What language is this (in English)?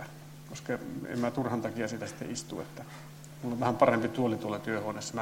Finnish